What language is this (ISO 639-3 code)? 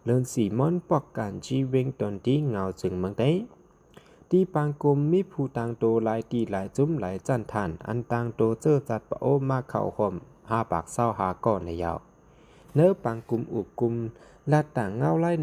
shn